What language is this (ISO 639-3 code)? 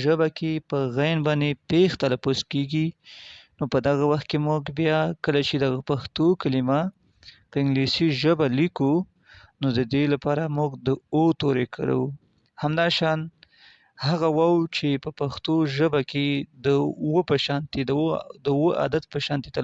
pus